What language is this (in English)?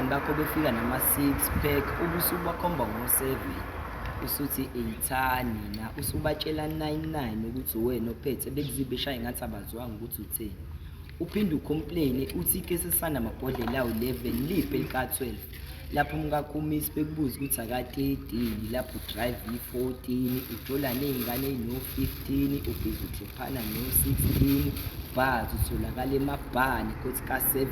Zulu